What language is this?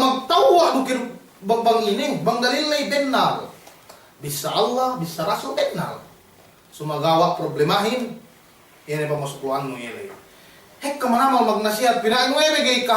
Yakan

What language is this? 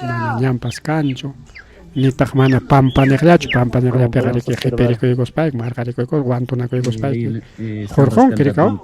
Ayacucho Quechua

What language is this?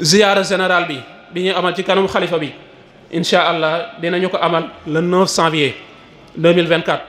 Wolof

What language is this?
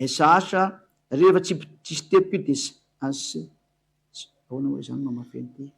Malagasy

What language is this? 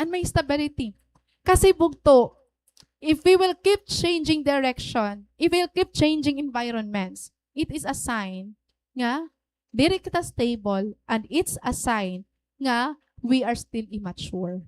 Waray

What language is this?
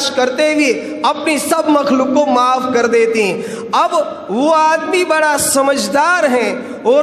Urdu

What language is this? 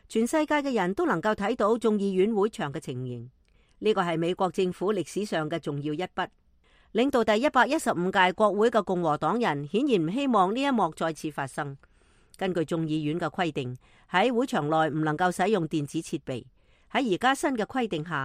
Cantonese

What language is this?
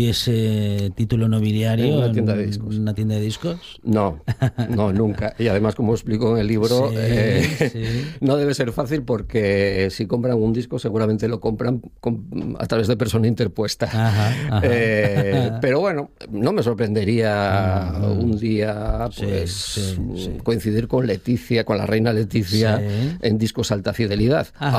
Spanish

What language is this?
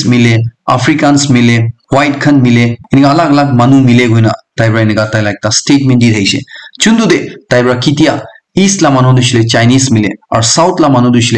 Naga Pidgin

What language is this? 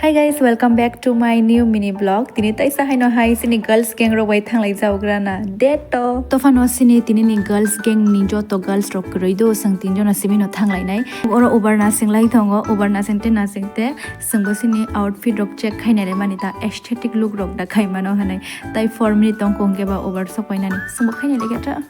Kok Borok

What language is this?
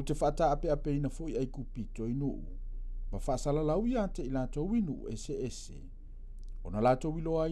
Samoan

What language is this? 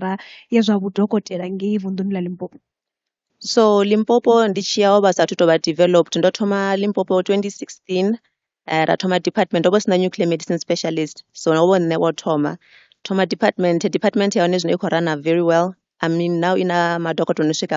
Venda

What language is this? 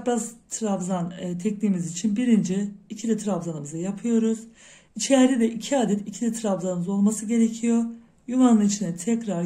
Turkish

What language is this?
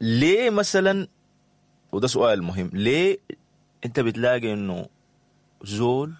Sudanese Arabic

